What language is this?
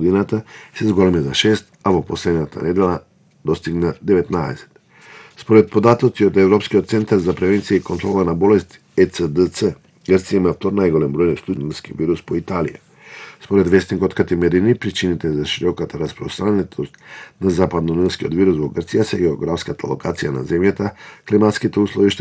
Macedonian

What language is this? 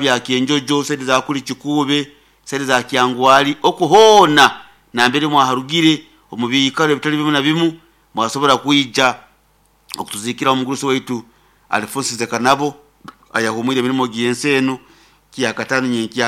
Nyoro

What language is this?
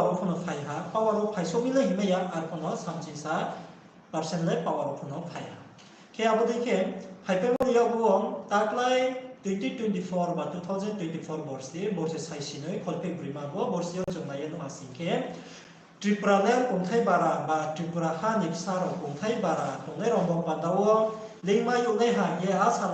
Riang (India)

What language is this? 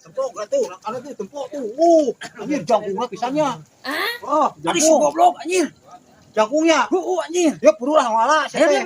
Sundanese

